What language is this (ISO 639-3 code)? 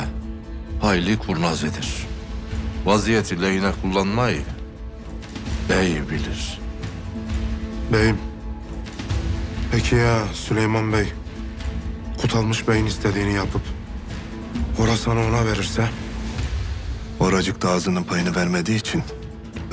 tur